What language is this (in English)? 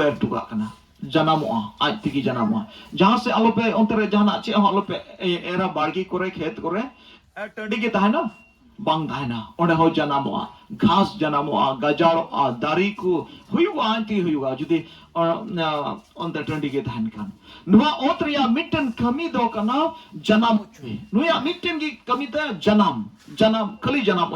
Santali